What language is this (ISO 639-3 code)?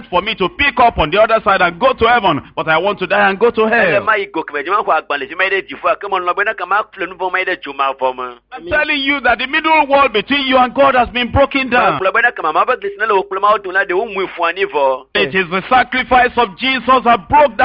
ewe